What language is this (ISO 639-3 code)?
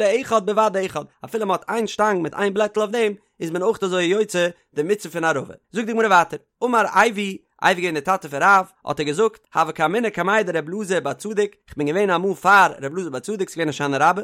yid